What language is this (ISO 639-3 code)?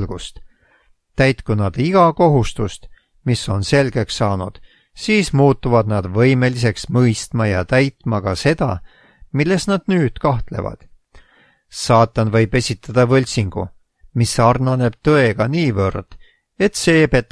est